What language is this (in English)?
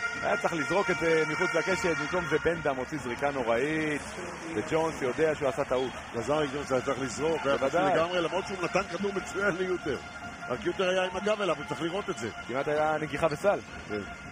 Hebrew